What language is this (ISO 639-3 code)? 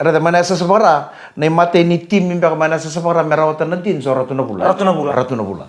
fij